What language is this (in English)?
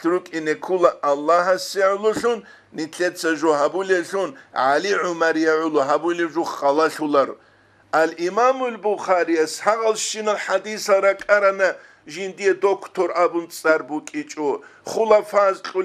Avaric